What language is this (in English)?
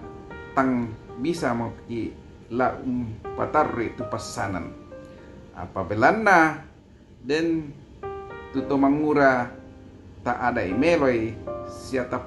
Toraja-Sa'dan